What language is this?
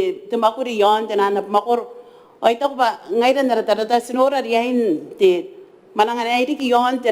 Gilbertese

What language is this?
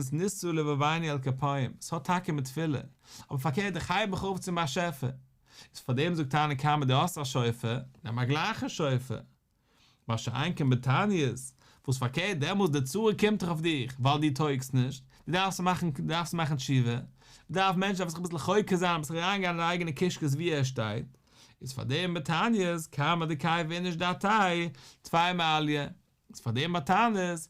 Yiddish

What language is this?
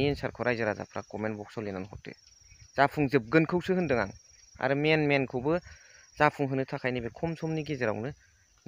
Bodo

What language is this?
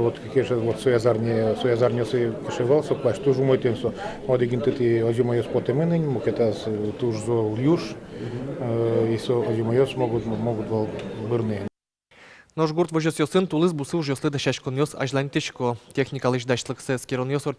Udmurt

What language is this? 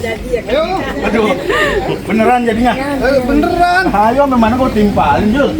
Betawi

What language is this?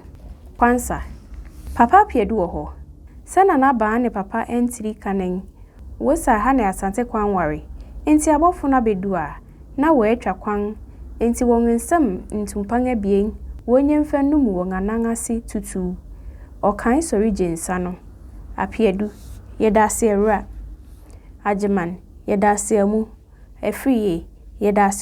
Akan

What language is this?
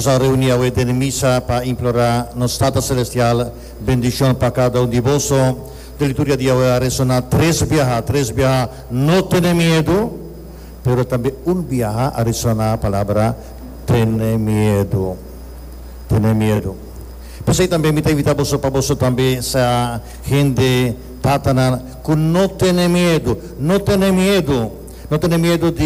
Papiamento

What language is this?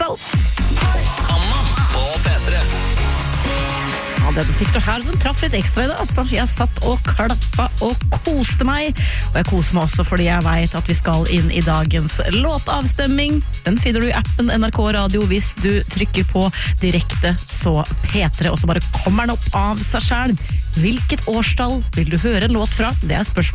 Norwegian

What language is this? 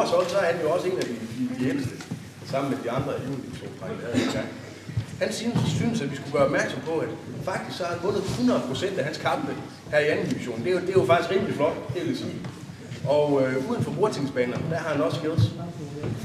Danish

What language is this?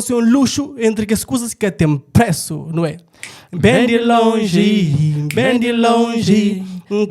Kabuverdianu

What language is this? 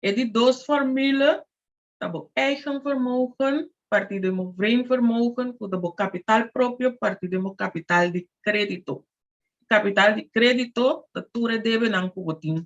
Papiamento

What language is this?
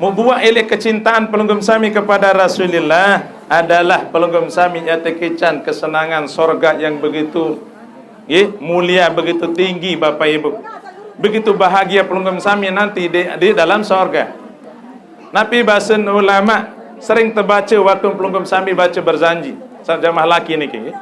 Sasak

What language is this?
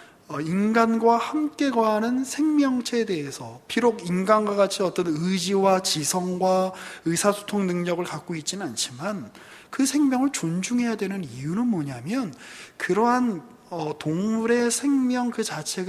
Korean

